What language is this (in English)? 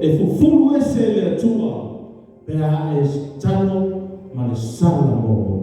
Samoan